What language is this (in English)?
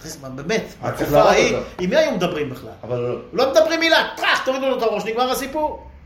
Hebrew